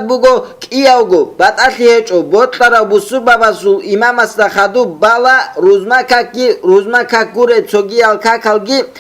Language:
Avaric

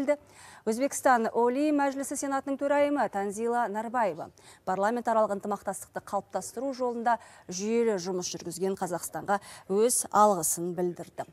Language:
Kazakh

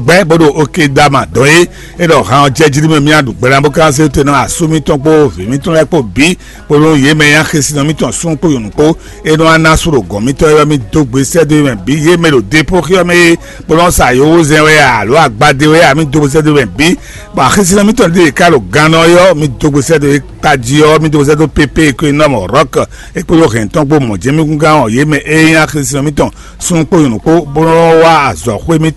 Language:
Fon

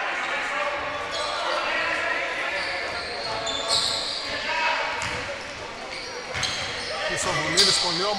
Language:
Greek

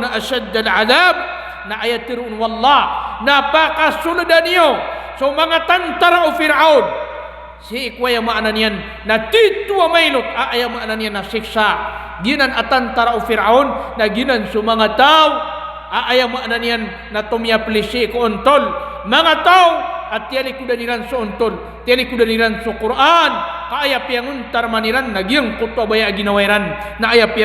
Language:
Maranao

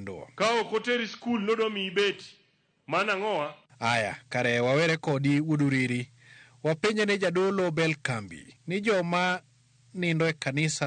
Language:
Luo (Kenya and Tanzania)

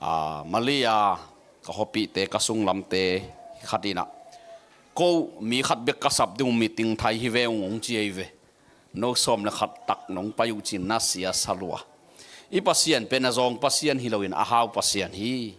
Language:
Tedim Chin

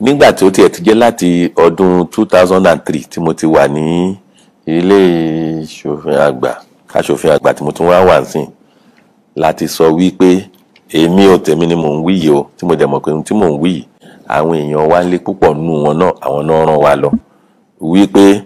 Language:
Yoruba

